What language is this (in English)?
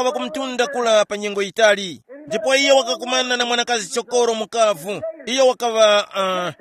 Tumbuka